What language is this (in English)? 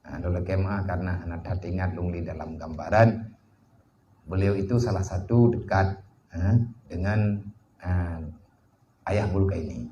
Achinese